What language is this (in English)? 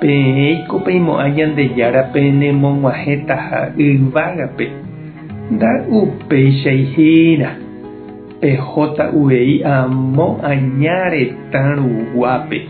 Guarani